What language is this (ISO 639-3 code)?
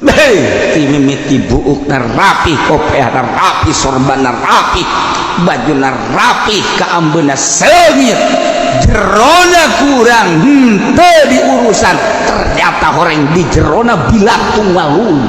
sun